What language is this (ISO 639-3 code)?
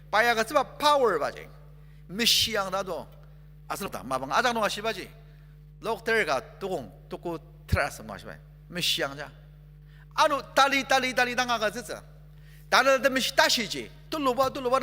njo